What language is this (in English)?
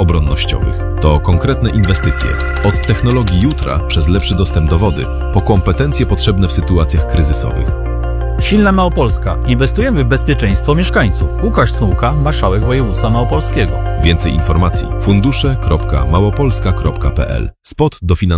Polish